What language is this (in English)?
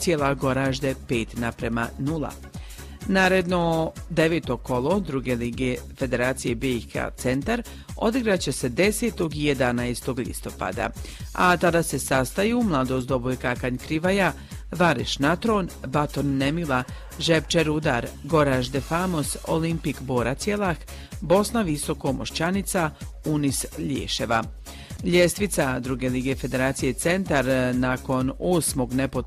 Croatian